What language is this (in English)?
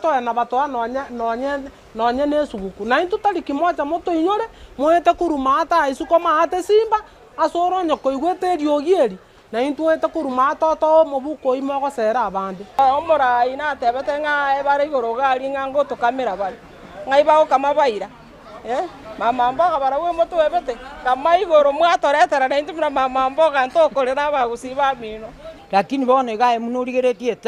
Gusii